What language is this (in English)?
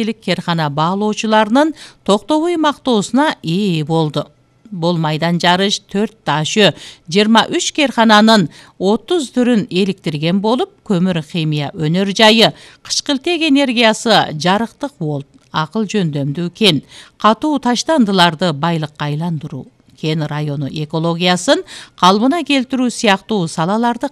Kyrgyz